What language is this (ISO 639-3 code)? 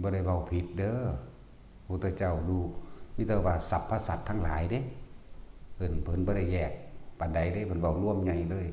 tts